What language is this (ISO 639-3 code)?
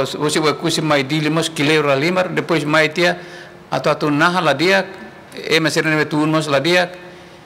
tet